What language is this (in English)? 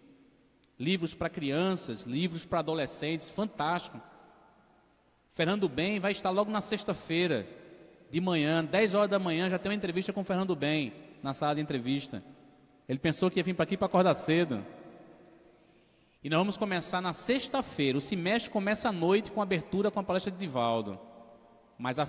Portuguese